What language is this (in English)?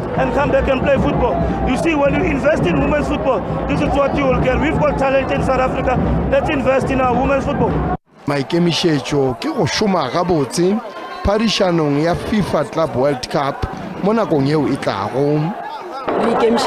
Northern Sotho